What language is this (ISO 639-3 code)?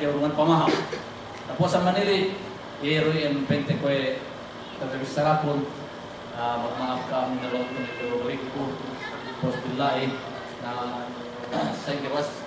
yka